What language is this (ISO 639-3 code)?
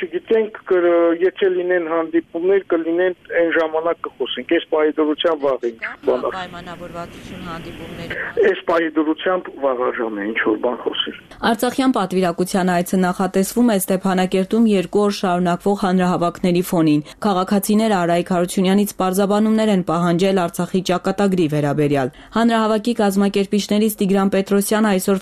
hye